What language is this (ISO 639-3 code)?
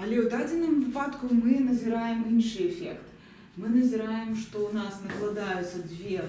bel